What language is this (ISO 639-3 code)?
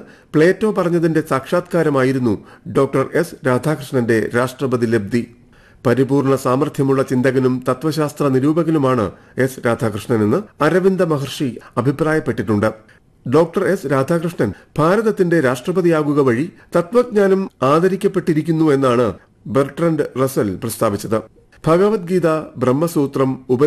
mal